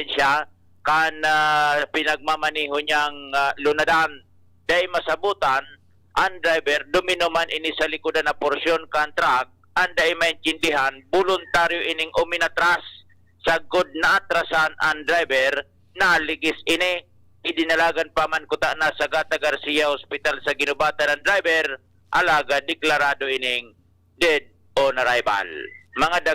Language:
Bikol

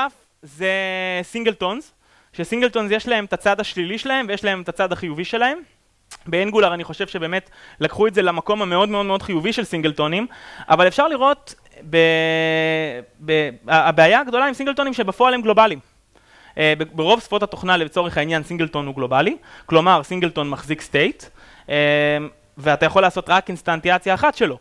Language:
Hebrew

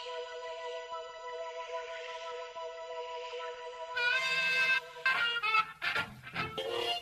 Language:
Estonian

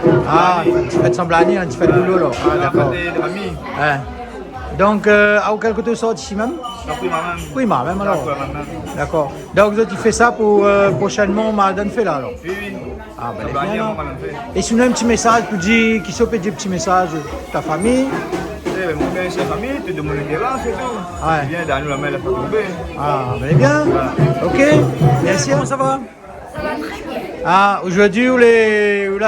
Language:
Réunion Creole French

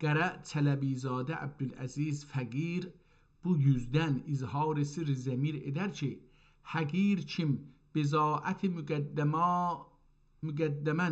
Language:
South Azerbaijani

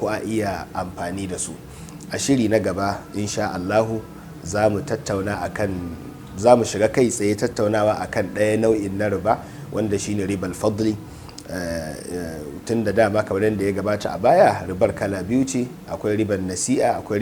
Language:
Hausa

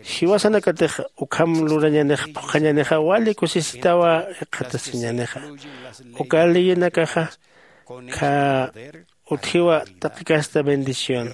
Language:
Aymara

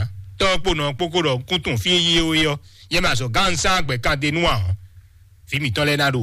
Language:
Fon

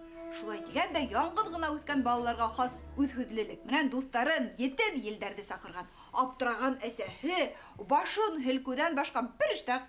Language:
Bashkir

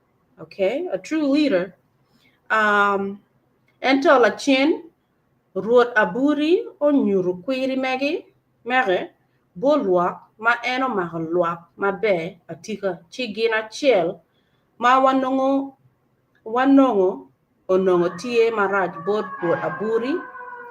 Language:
Acoli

